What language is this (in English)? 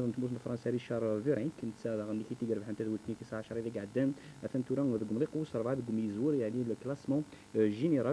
Kabyle